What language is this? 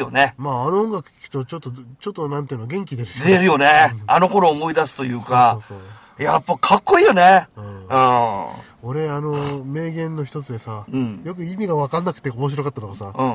Japanese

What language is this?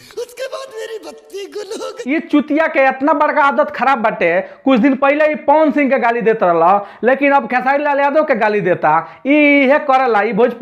Bhojpuri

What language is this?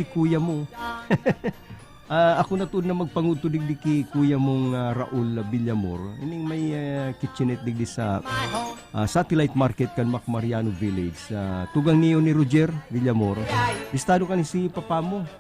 Bikol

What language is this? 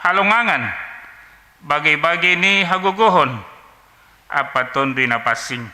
Batak Simalungun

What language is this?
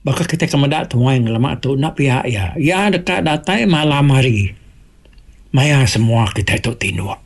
Iban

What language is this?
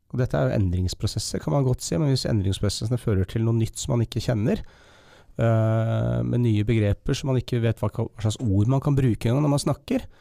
Norwegian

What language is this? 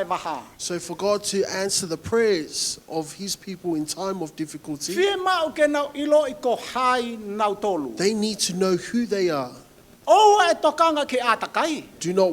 Tongan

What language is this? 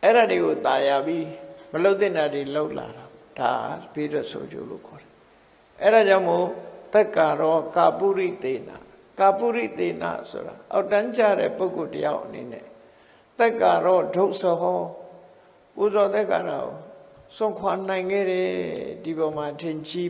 Burmese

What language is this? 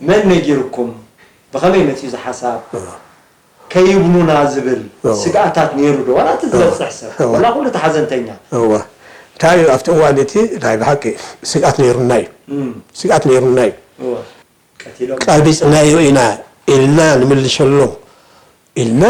Tigrinya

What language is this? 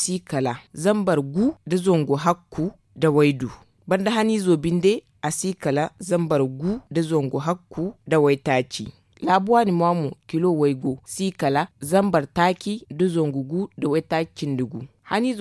Zarma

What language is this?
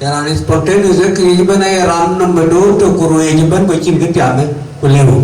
Dinka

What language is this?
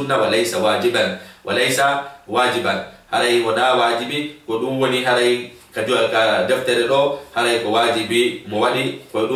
Fula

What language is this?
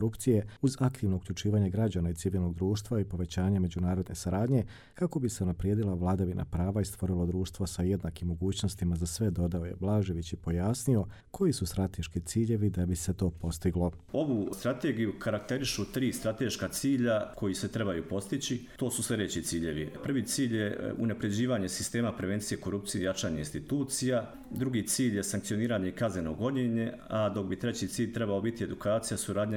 Croatian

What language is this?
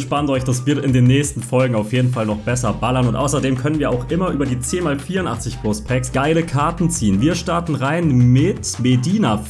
German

